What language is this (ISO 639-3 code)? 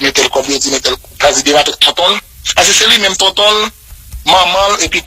hat